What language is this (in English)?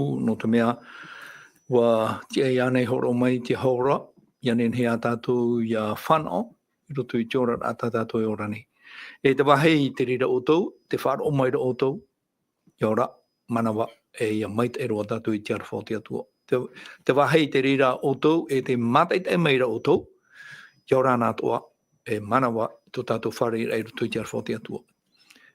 Tahitian